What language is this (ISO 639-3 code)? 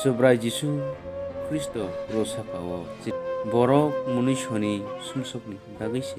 trp